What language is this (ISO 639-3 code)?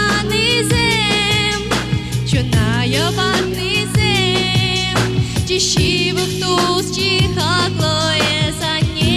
chv